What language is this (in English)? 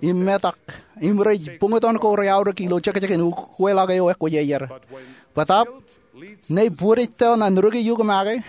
Marshallese